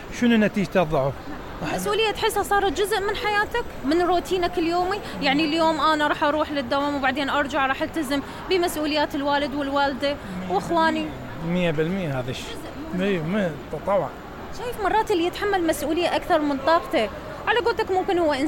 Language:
Mesopotamian Arabic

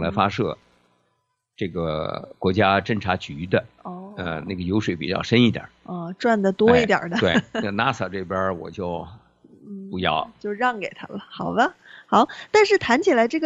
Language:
Chinese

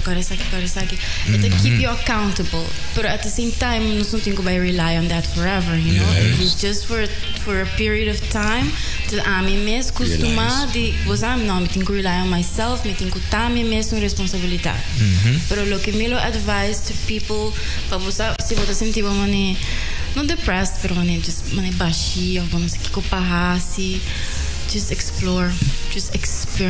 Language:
Papiamento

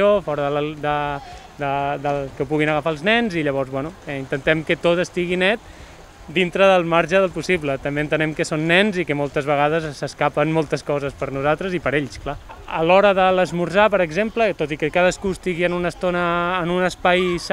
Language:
Catalan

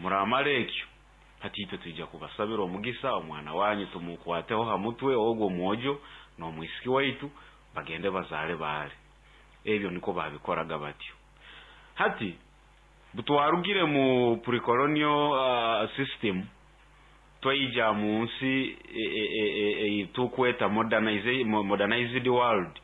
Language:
Nyoro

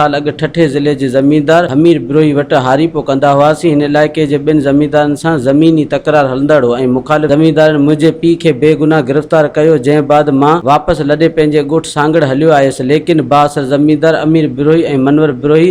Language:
Sindhi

